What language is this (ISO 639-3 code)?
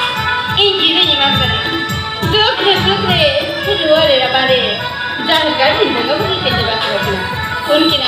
sat